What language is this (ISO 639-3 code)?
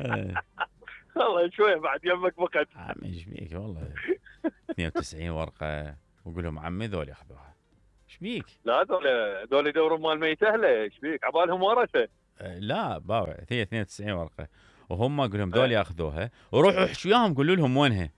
acm